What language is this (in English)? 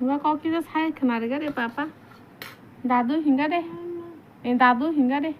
Kok Borok